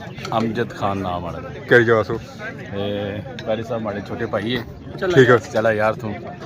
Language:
Pahari-Potwari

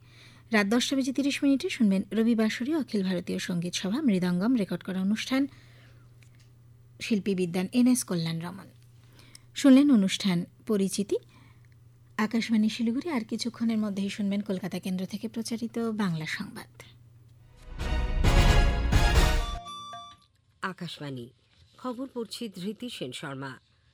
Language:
Bangla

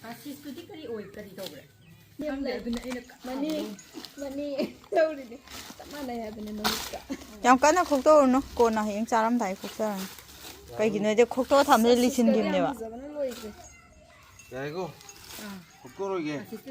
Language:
Manipuri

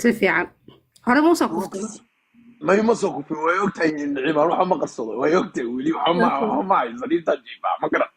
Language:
Somali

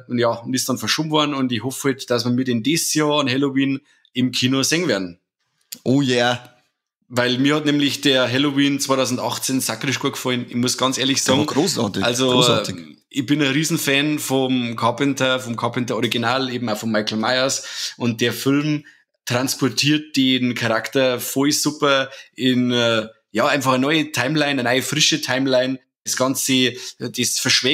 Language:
Bavarian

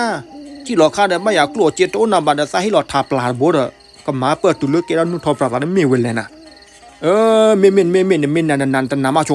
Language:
S'gaw Karen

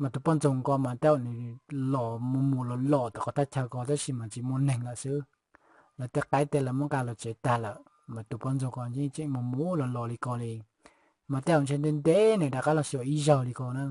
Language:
Hmong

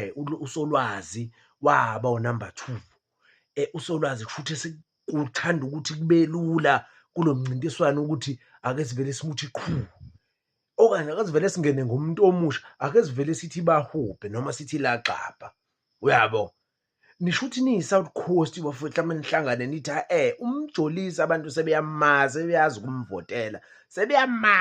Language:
Zulu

